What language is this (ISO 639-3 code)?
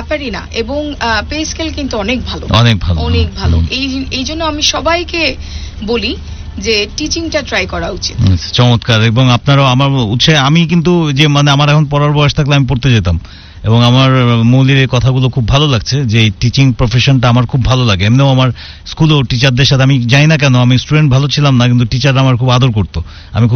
ben